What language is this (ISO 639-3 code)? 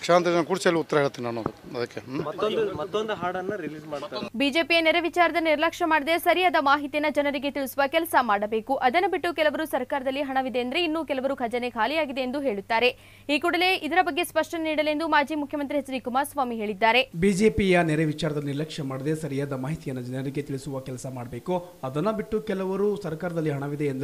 kan